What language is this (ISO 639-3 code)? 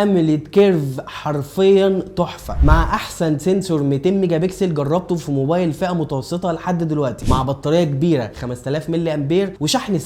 arz